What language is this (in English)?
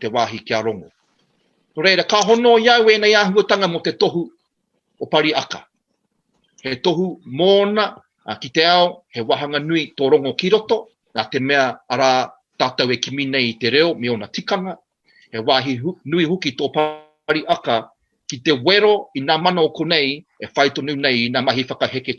Māori